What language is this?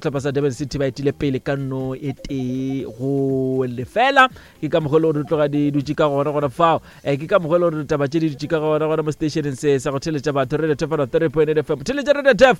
Northern Sotho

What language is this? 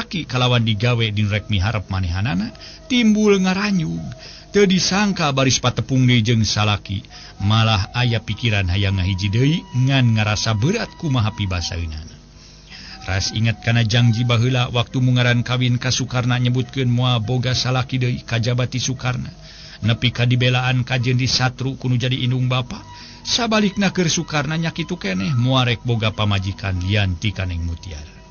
Sundanese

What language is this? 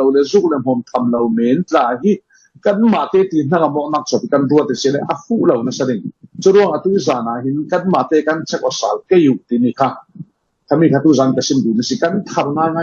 Falam Chin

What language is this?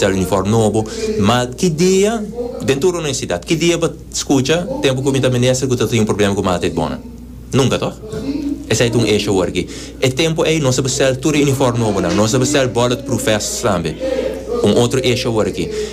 Papiamento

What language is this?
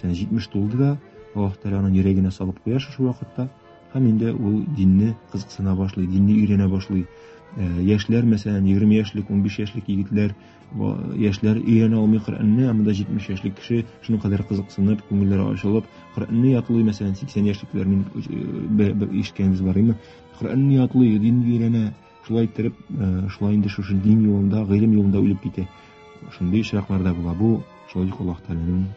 Tatar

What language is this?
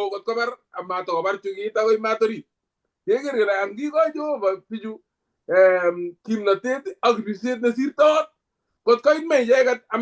Kalenjin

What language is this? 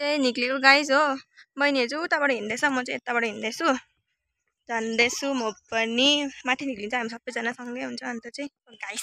Nepali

